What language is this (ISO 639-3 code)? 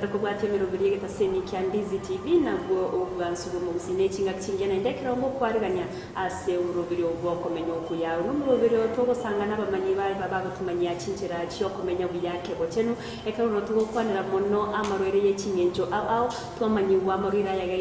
guz